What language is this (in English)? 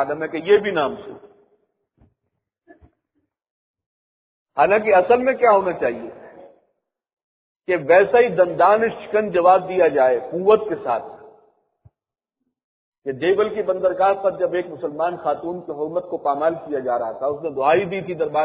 Urdu